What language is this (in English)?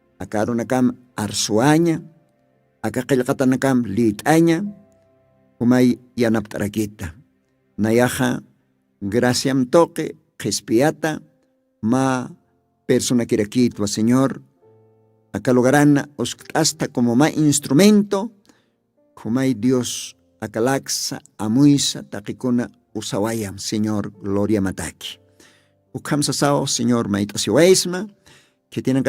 Aymara